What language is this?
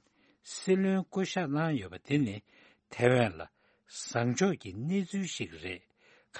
Tibetan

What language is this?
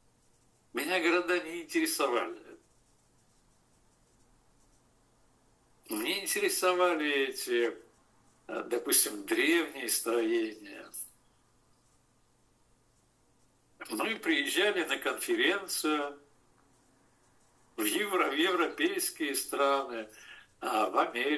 Russian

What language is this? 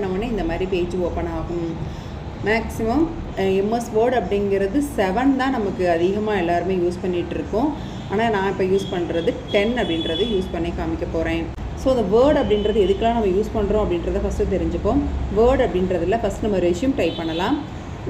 Tamil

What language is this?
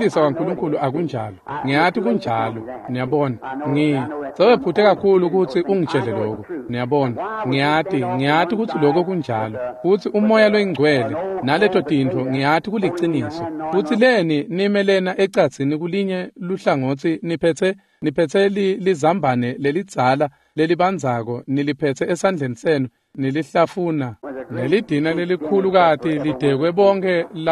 Swati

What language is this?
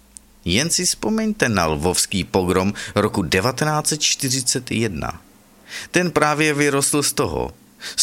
Czech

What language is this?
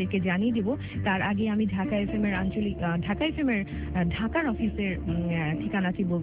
Bangla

